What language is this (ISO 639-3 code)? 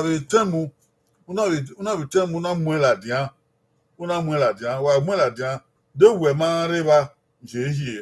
bin